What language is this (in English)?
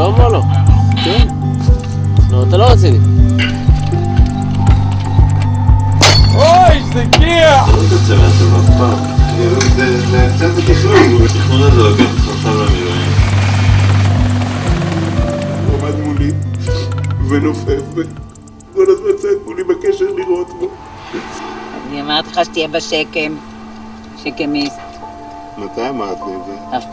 Hebrew